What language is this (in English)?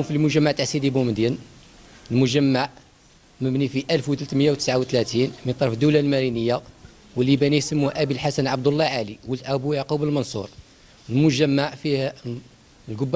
Algerian Arabic